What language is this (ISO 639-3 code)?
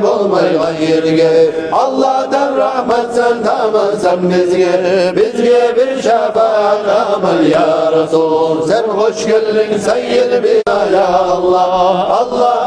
kum